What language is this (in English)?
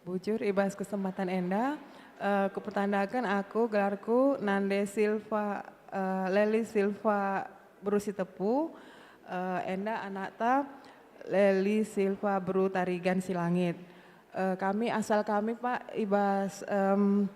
Batak Karo